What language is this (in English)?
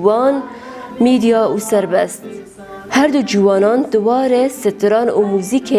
Kurdish